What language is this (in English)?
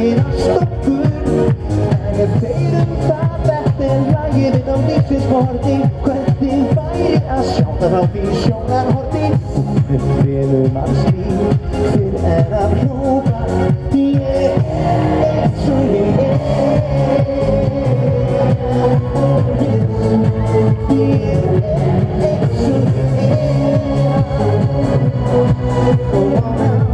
Icelandic